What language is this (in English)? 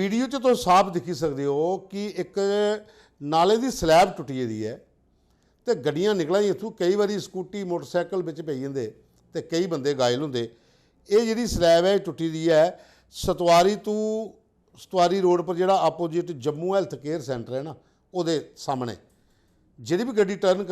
Dogri